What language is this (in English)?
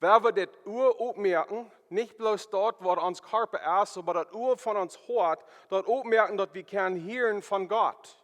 Plautdietsch